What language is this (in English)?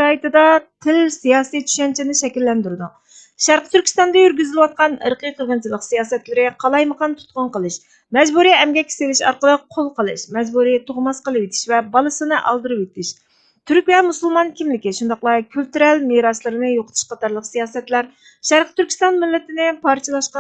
Uyghur